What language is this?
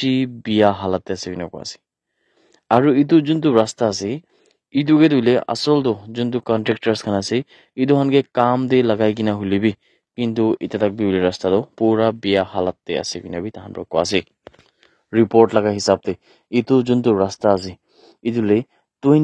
Naga Pidgin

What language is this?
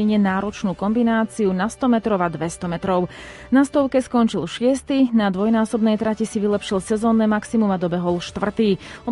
Slovak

